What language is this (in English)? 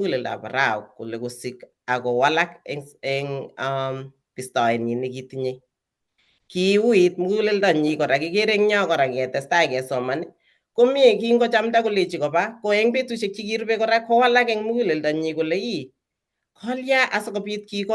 Kalenjin